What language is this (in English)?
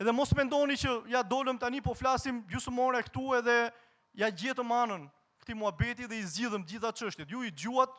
Albanian